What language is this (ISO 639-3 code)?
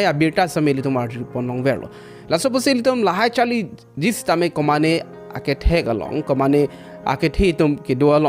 mjw